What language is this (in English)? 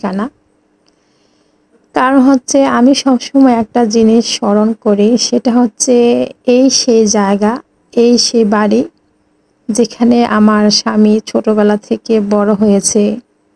Bangla